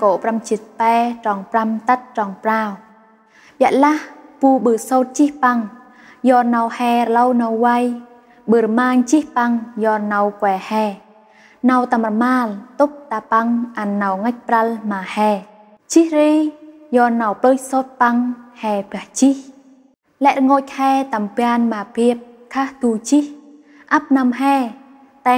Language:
Central Mnong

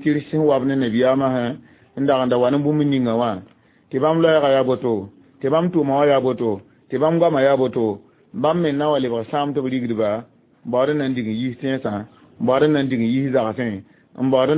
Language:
Mossi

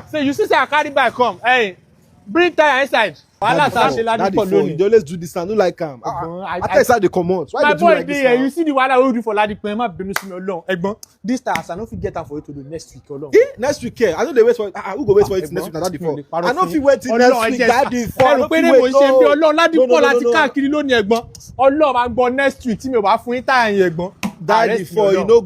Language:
Nigerian Pidgin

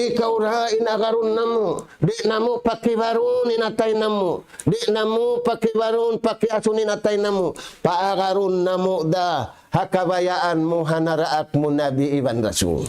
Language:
Tausug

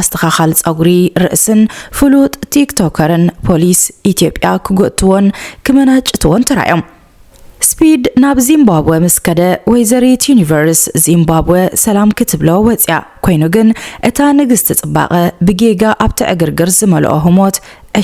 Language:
Tigrinya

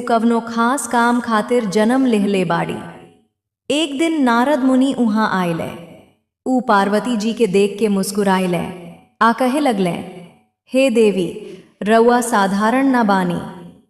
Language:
Bhojpuri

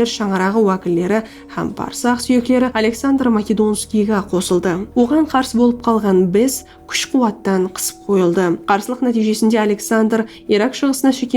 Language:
Kara-Kalpak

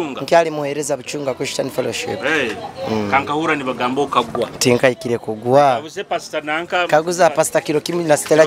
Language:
Nyoro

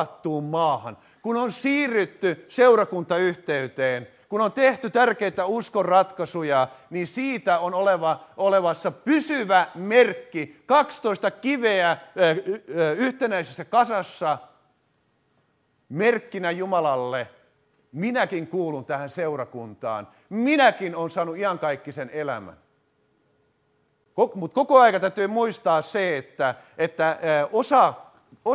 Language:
Finnish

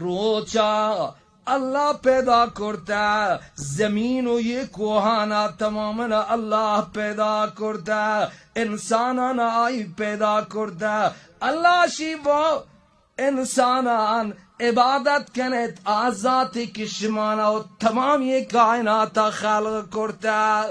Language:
Baluchi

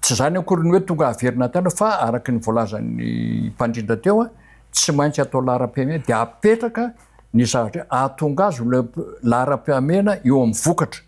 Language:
Malagasy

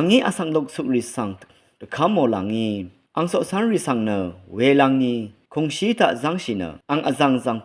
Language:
Rawang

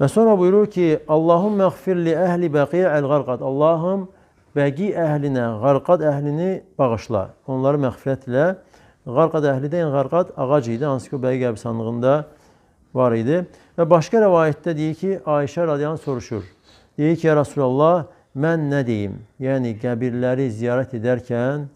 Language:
Azerbaijani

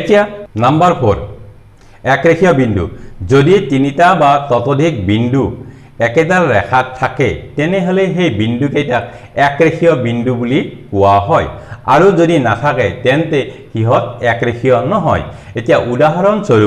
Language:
Assamese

